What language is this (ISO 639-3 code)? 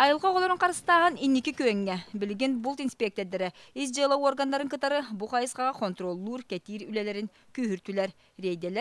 sah